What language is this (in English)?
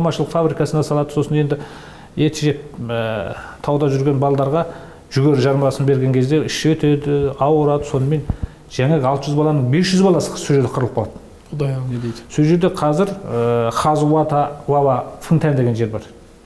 Kazakh